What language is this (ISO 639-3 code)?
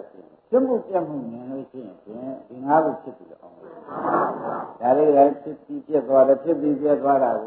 mya